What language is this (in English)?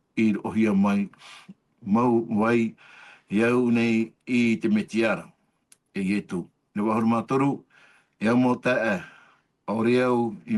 Tahitian